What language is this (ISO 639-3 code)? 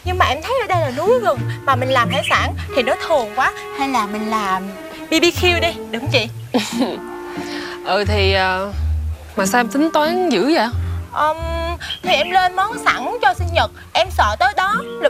vie